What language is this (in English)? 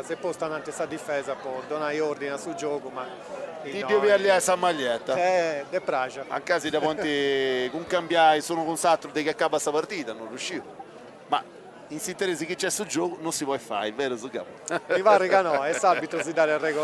Sardinian